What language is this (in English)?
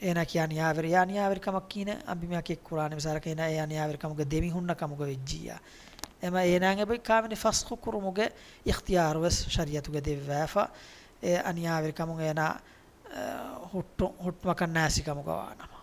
Divehi